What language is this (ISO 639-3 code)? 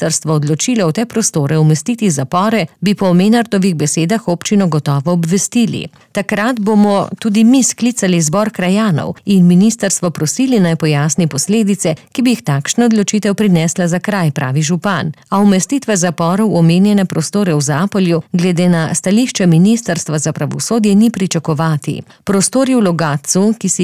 slv